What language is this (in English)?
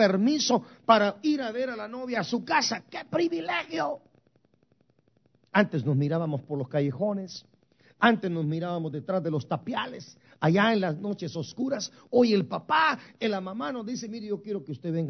Spanish